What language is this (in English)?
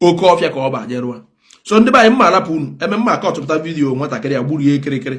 Igbo